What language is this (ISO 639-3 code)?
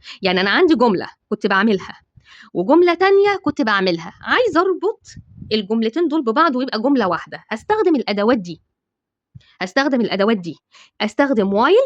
arz